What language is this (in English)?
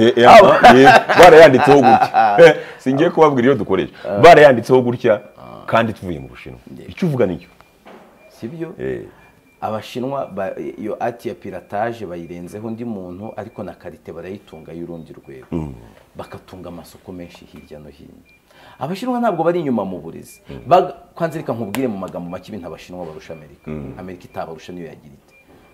Kinyarwanda